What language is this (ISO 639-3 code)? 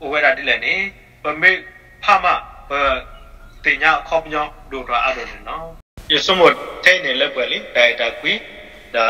ksw